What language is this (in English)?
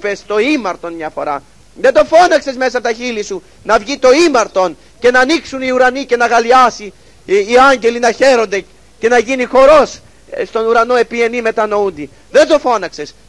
Greek